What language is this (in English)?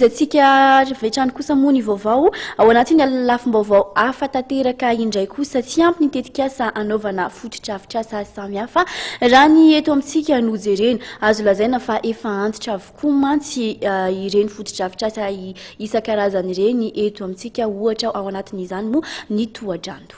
Malagasy